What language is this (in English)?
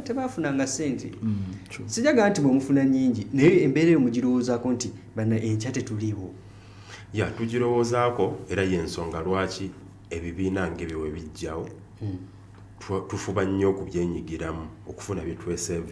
Ganda